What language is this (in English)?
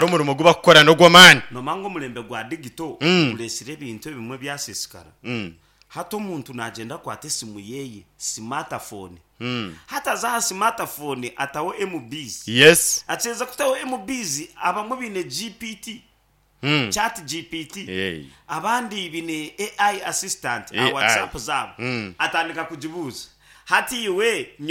Nyankole